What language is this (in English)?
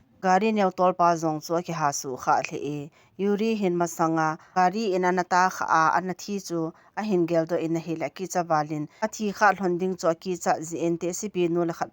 Thado Chin